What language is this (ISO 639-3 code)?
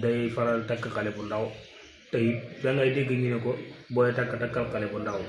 wol